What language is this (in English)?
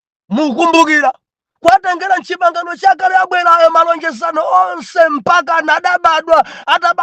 Nyanja